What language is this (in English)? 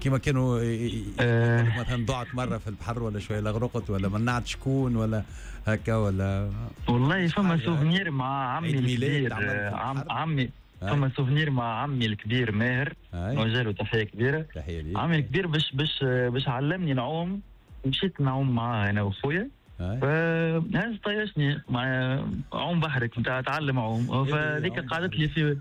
Tunisian Arabic